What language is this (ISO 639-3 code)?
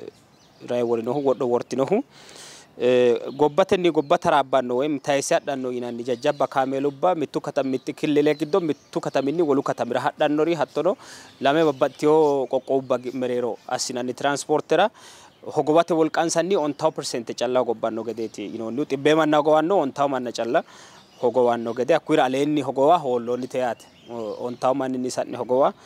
sid